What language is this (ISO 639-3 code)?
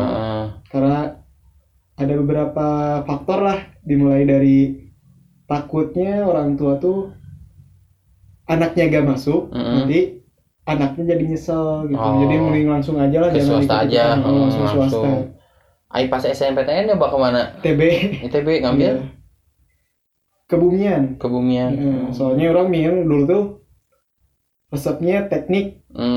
ind